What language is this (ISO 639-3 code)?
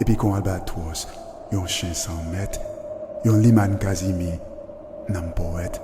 hat